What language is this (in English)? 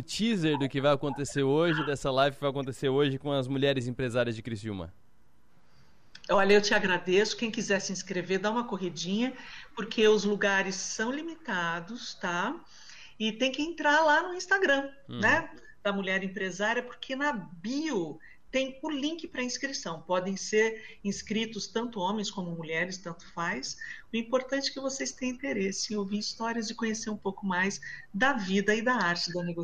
Portuguese